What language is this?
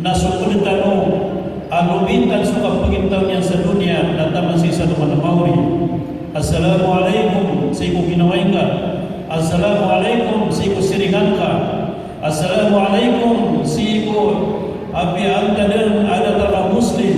Maranao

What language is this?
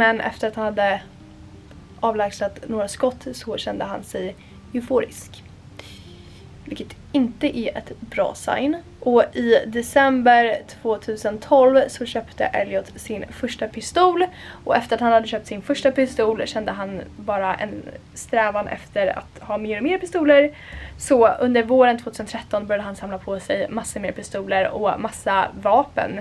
Swedish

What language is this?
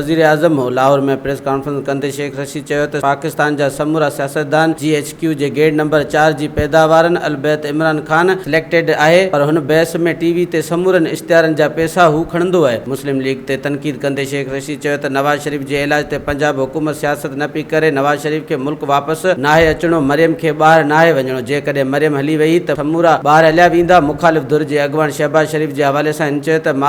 Sindhi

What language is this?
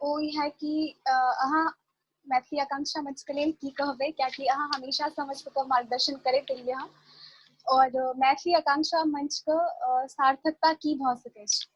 Maithili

